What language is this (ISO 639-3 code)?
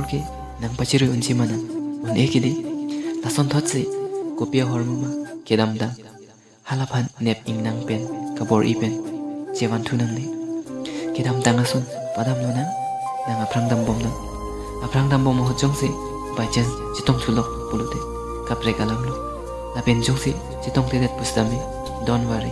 mjw